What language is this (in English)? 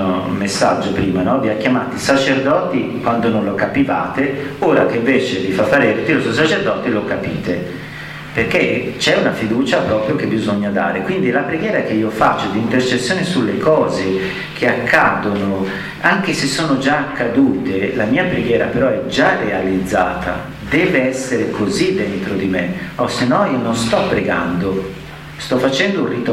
Italian